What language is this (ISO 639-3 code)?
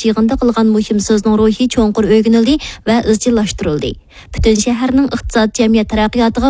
uig